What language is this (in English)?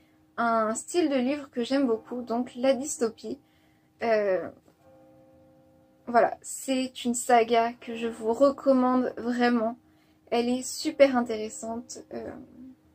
French